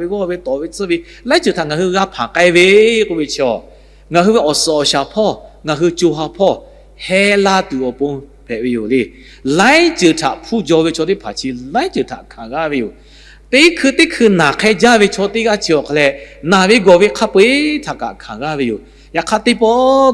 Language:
Lahu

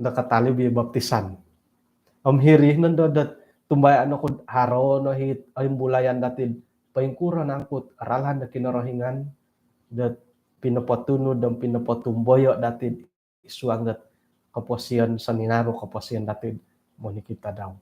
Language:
Central Dusun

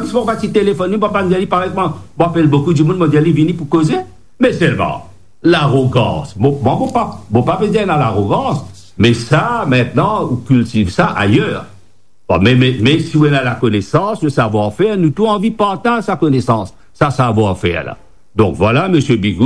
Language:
Morisyen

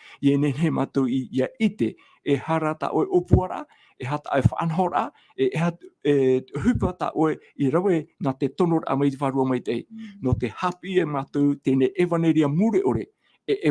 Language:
Tahitian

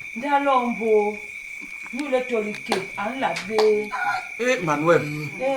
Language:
Basaa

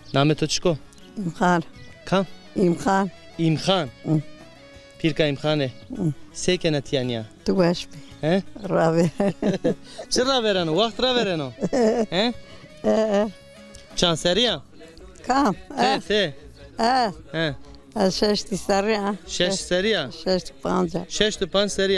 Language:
Zaza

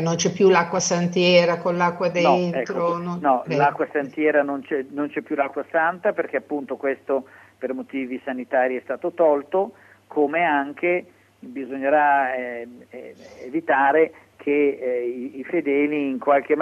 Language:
Italian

